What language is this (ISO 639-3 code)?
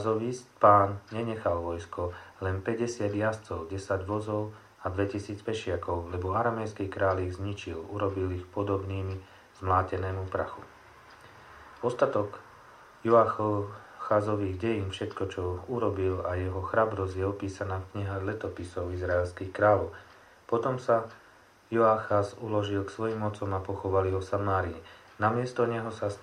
slk